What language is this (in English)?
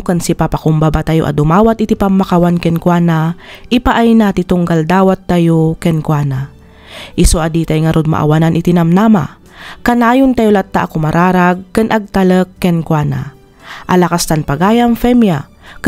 Iloko